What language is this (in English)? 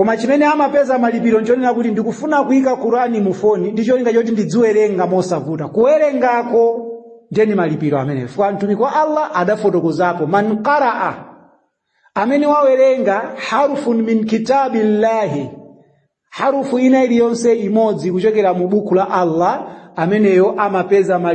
Nyanja